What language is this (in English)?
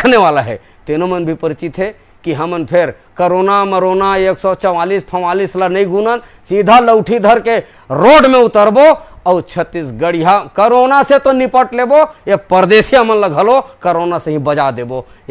Chhattisgarhi